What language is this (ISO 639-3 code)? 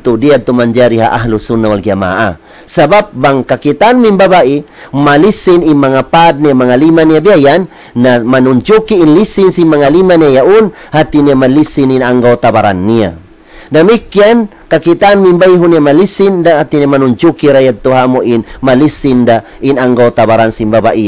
tsg